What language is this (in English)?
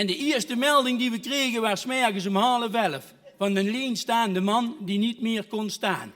Limburgish